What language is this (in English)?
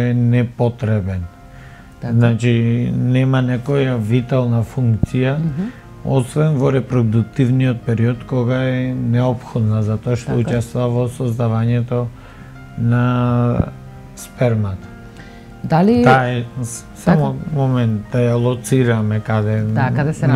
Macedonian